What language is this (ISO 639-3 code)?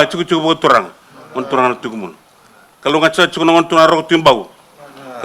fij